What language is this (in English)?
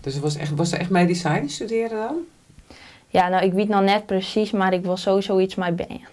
Western Frisian